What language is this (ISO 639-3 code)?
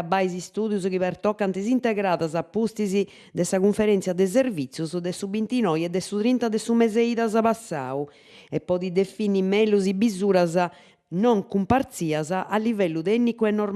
srd